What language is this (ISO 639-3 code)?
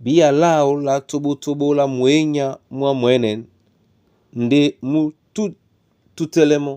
dua